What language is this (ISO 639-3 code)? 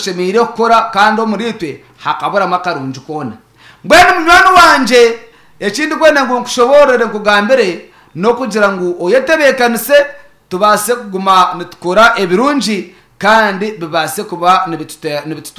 nyn